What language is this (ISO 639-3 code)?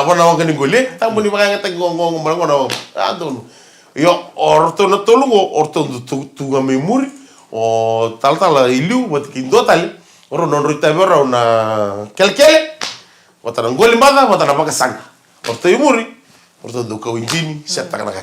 fij